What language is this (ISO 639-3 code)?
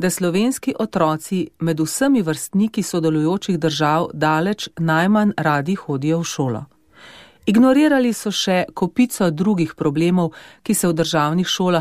slv